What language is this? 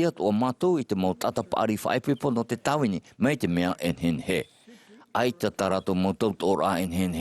Tahitian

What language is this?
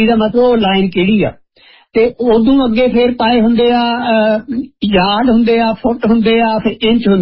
Punjabi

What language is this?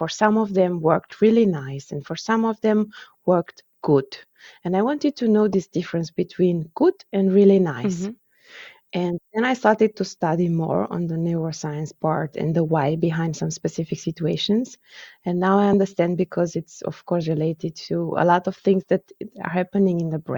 English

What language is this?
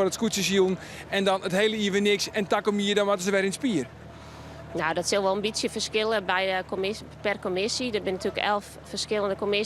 Western Frisian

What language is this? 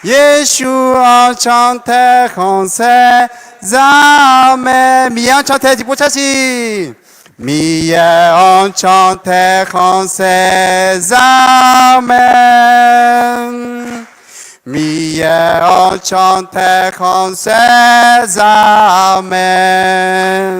Akha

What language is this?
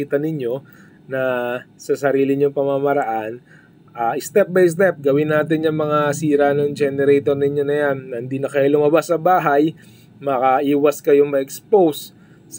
Filipino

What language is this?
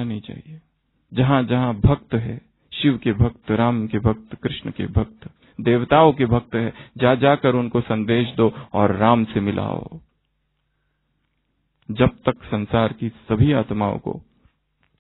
Hindi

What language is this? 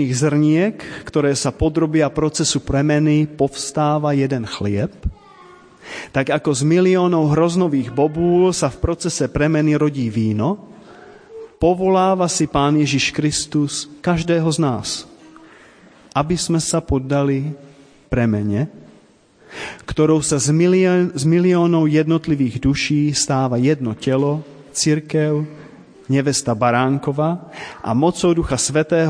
Slovak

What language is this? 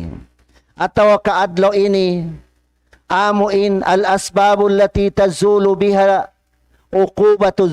Tausug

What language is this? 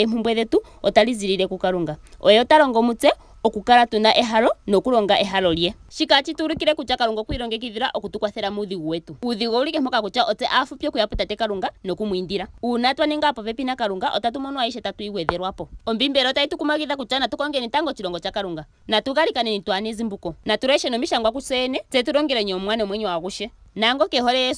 Ndonga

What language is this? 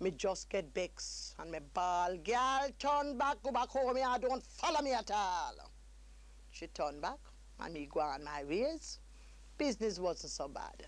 Jamaican Creole English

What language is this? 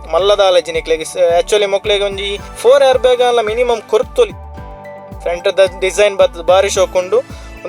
Tulu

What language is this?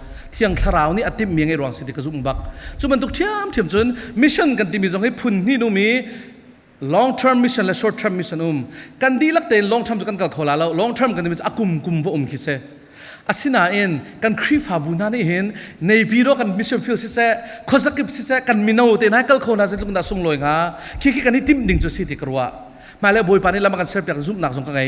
Falam Chin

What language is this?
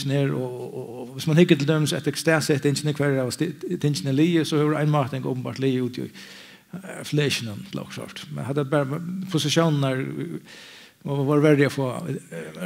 Faroese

